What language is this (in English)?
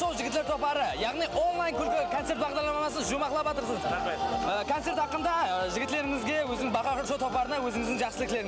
Kara-Kalpak